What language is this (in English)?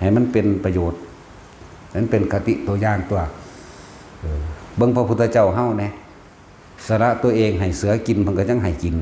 Northeastern Thai